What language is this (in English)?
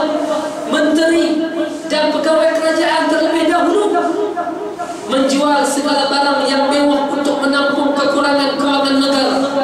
Malay